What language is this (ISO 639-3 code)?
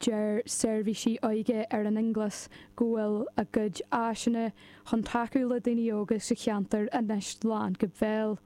gle